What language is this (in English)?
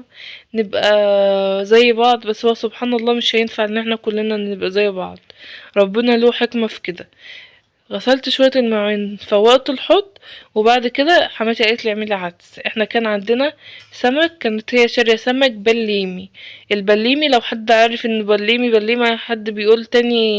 Egyptian Arabic